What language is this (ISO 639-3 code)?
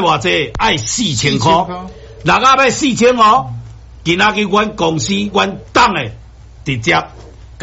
nan